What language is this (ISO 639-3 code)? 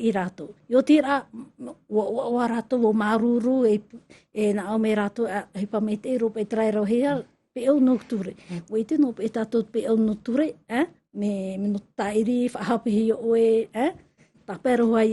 tah